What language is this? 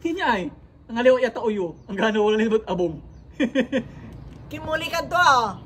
Pangasinan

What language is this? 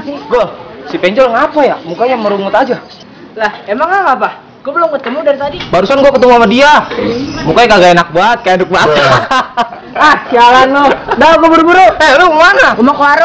Betawi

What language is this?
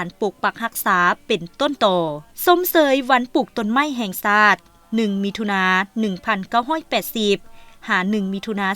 Lao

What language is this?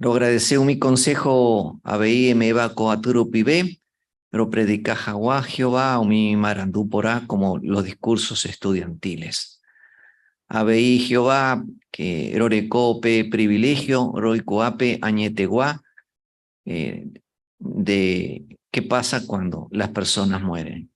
Guarani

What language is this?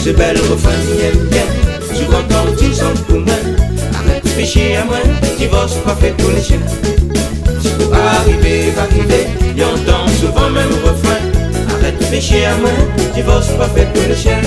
Réunion Creole French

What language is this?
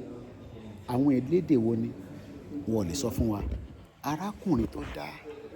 Yoruba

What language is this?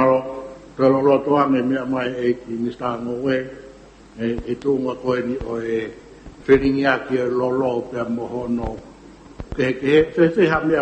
Tongan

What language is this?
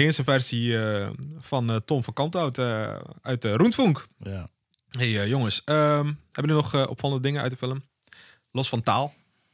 Dutch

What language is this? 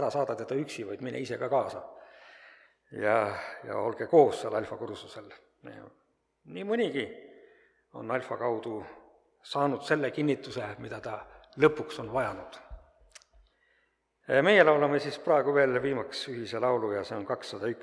Estonian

